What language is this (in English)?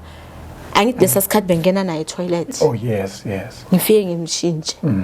Zulu